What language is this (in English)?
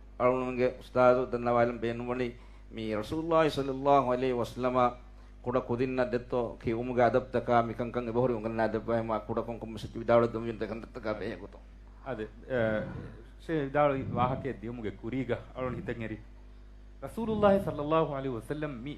Divehi